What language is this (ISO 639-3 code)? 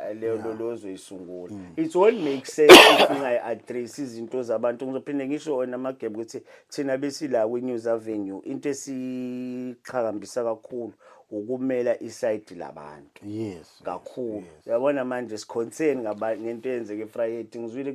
zul